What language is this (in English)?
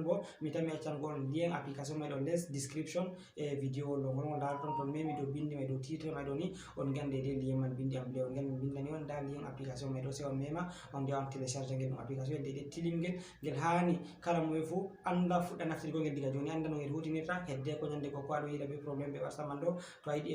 Fula